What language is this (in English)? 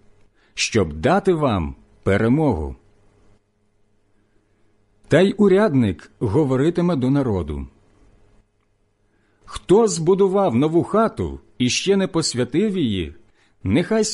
Ukrainian